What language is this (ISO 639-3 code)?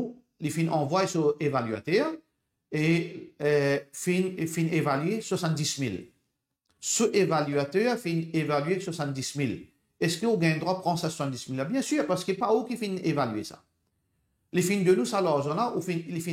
mfe